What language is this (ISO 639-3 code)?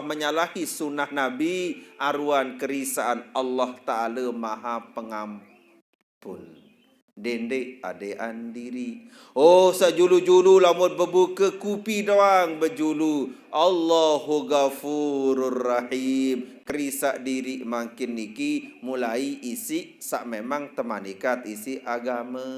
sas